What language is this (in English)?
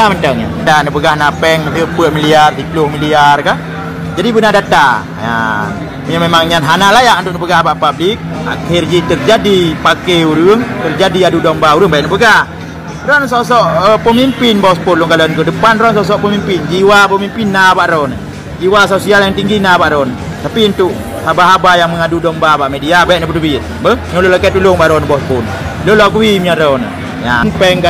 Achinese